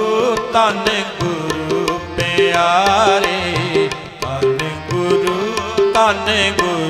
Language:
Punjabi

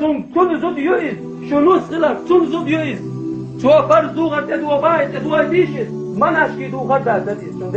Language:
Chechen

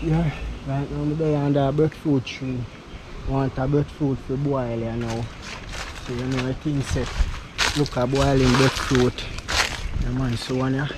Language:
Jamaican Creole English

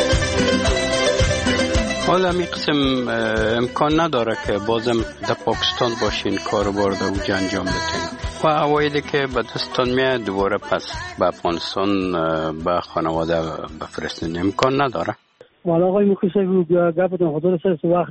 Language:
Persian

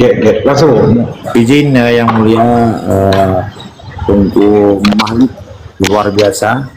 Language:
Achinese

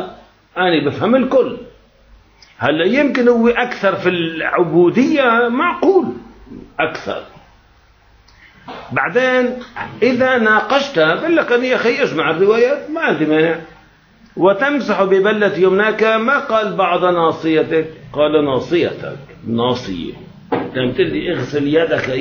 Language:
Arabic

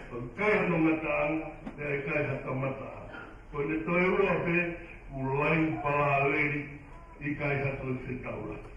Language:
Tongan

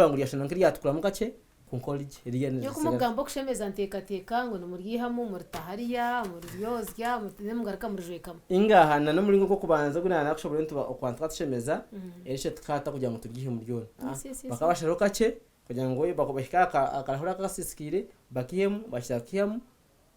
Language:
Nyankole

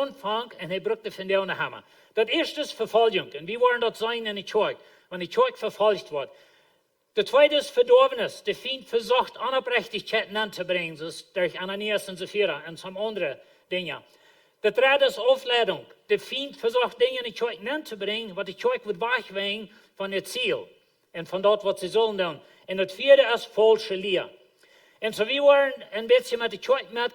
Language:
Plautdietsch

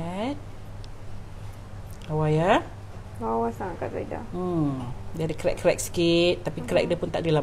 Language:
Malay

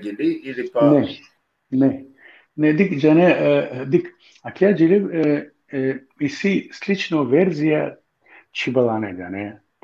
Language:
Balkan Romani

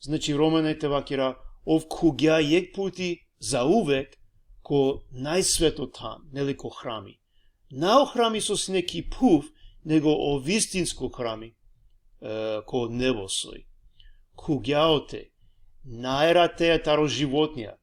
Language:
Balkan Romani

